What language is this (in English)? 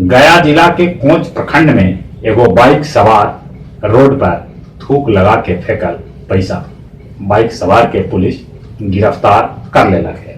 Magahi